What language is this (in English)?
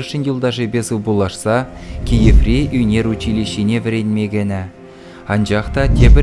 Chuvash